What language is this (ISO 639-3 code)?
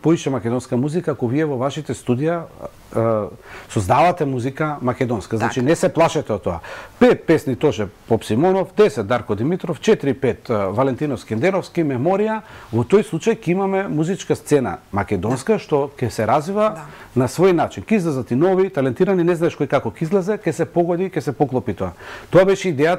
mkd